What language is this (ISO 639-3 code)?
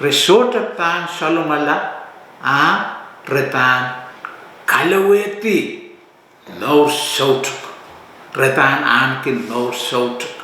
pon